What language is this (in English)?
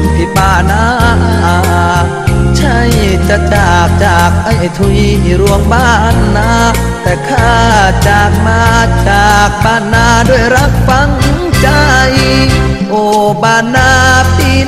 Thai